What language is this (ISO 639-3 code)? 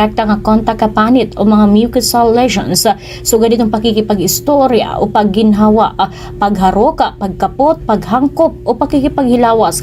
war